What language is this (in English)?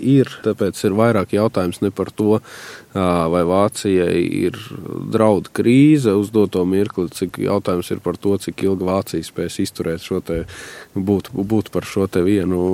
Latvian